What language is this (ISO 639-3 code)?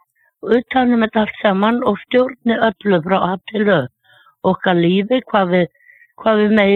isl